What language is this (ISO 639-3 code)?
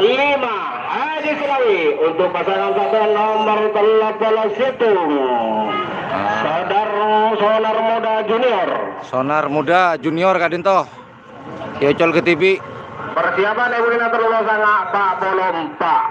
mad